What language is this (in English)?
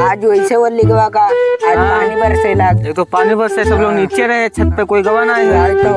Awadhi